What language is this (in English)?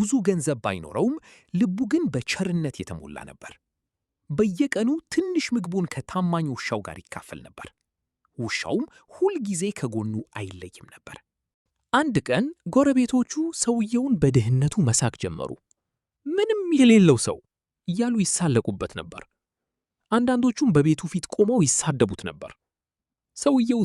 Amharic